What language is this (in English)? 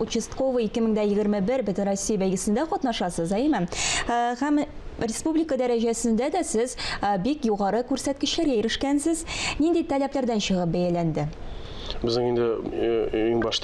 Tatar